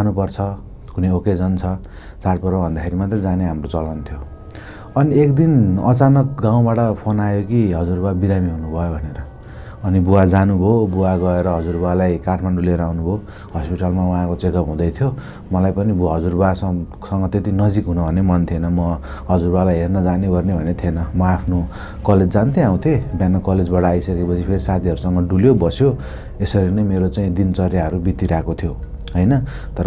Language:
Nepali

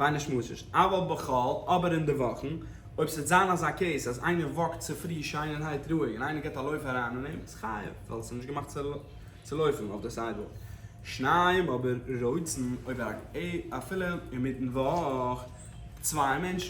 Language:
Yiddish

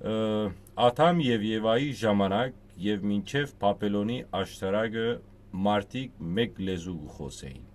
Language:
Western Armenian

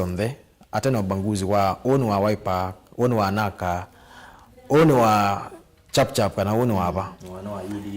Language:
Kamba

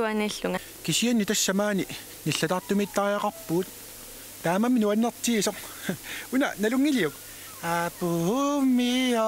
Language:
Kalaallisut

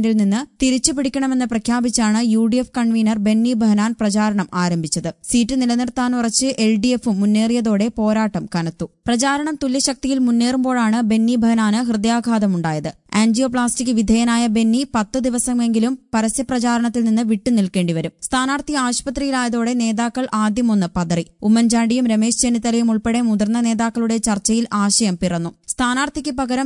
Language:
Malayalam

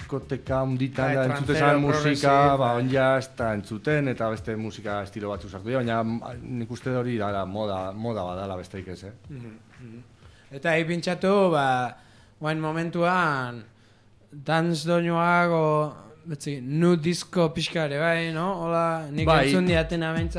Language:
Basque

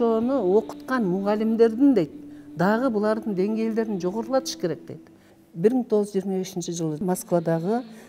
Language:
Kyrgyz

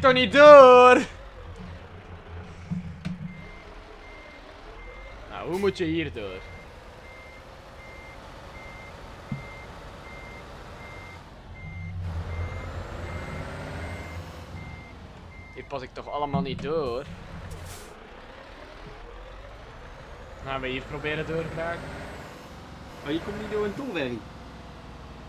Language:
Dutch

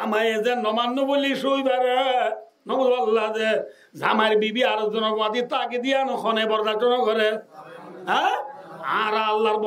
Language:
Rohingya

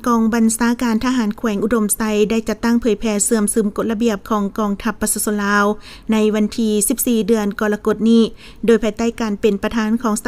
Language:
Lao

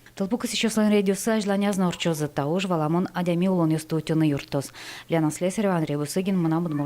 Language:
Udmurt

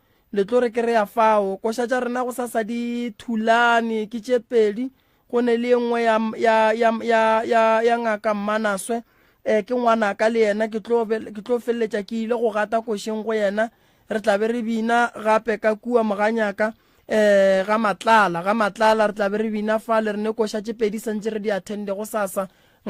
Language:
Northern Sotho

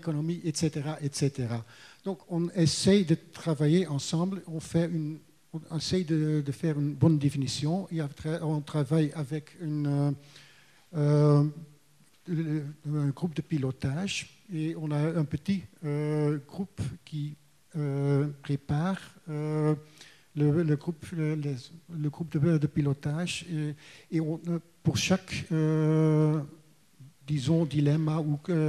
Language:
French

